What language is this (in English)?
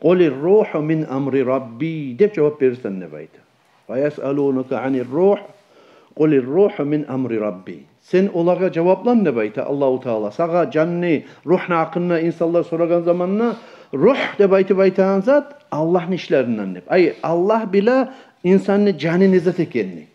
Kumyk